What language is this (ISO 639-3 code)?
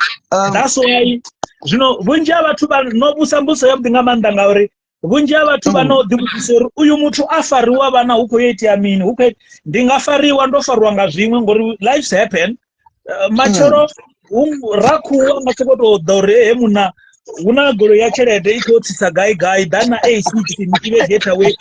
ven